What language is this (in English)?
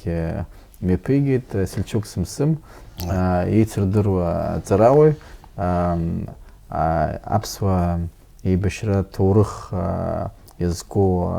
Abkhazian